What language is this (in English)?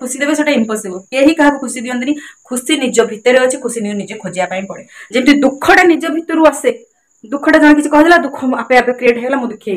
Odia